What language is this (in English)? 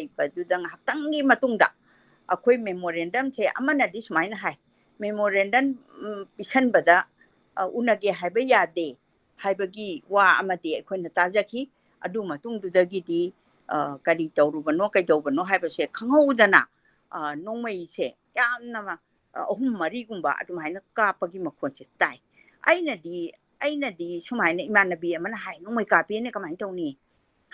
Manipuri